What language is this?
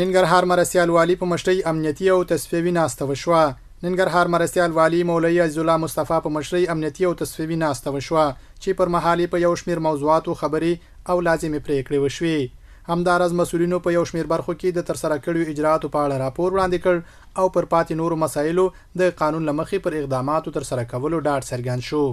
Pashto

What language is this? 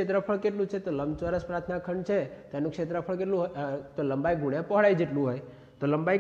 Gujarati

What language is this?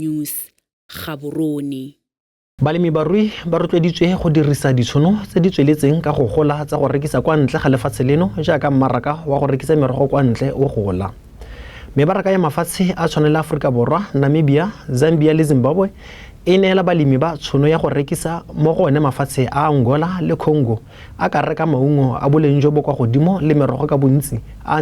Tswana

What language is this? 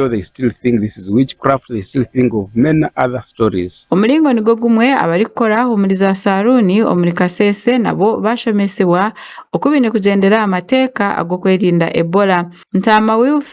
Nyankole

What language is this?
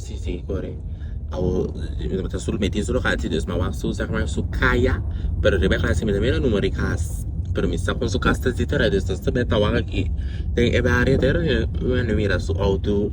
Papiamento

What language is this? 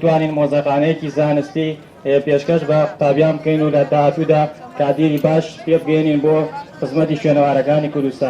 Central Kurdish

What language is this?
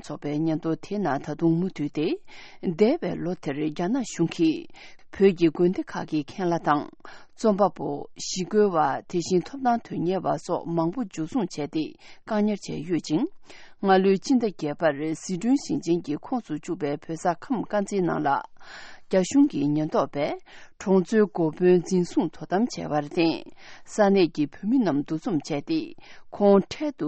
Tibetan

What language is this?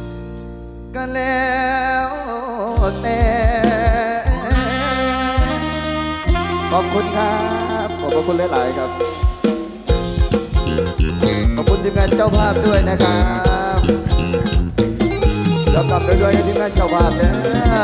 Thai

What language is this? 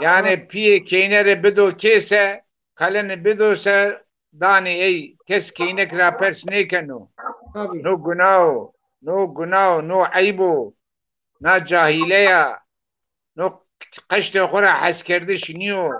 Zaza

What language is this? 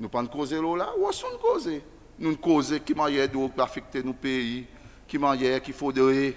Seselwa Creole French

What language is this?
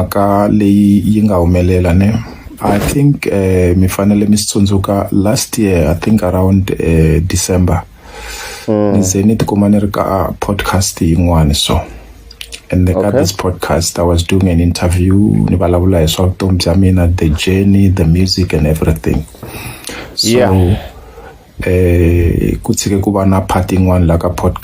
Tsonga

